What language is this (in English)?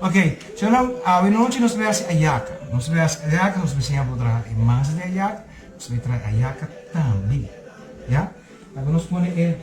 Papiamento